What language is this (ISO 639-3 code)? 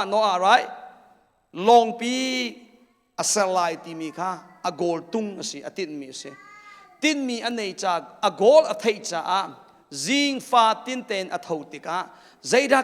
cnh